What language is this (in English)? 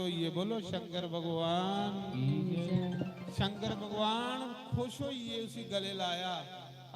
Dogri